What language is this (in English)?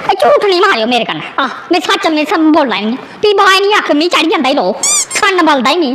Dogri